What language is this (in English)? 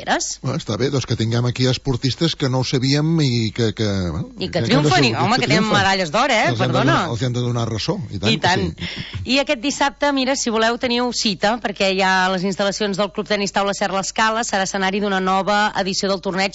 Catalan